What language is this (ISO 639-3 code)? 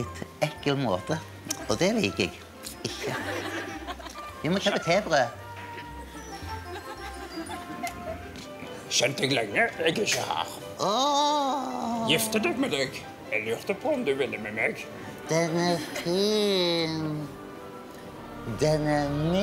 nor